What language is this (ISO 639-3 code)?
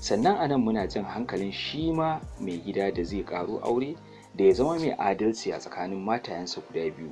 hau